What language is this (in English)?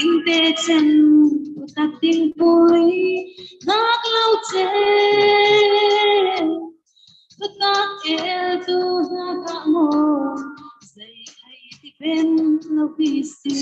Falam Chin